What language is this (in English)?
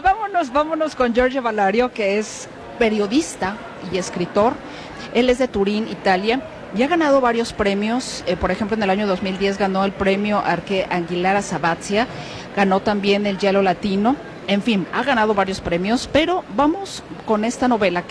Spanish